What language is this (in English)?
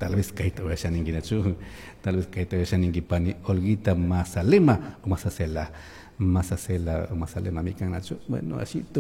Chimborazo Highland Quichua